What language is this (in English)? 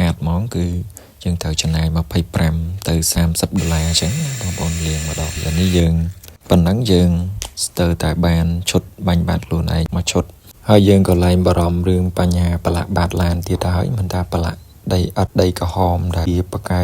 Khmer